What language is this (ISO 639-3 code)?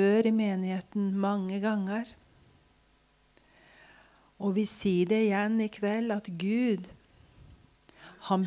nor